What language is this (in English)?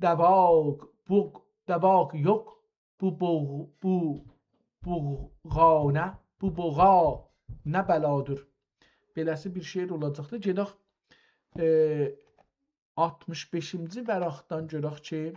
South Azerbaijani